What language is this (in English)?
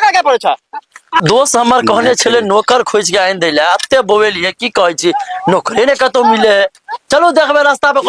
Maithili